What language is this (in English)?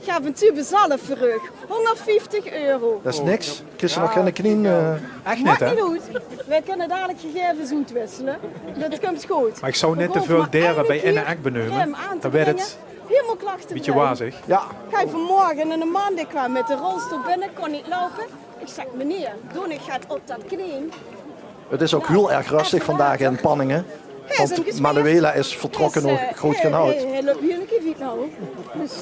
Limburgish